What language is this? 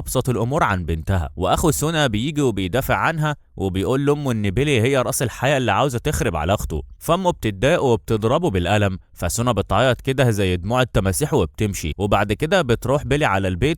Egyptian Arabic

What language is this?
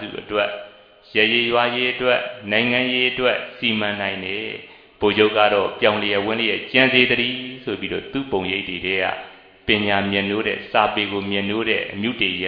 Burmese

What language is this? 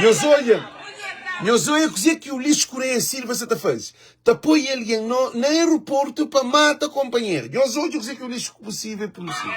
Kabuverdianu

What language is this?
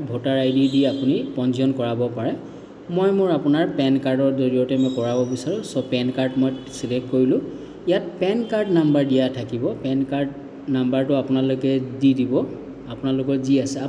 Assamese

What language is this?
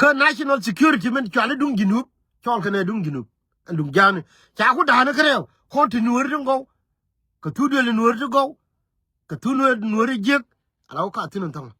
Nuer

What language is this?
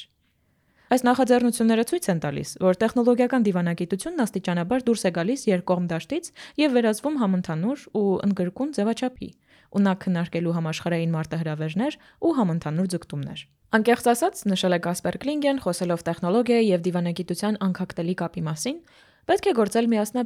Armenian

